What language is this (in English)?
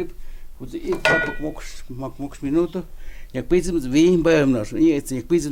Totontepec Mixe